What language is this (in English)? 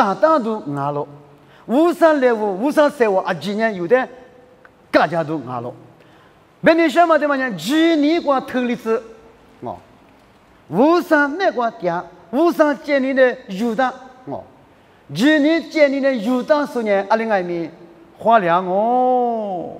Lisu